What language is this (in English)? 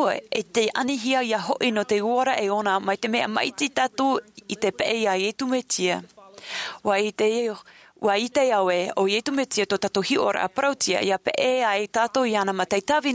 Tahitian